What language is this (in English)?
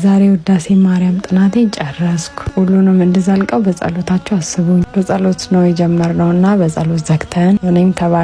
Amharic